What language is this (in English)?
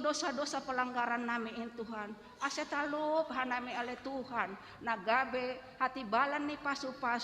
Batak Simalungun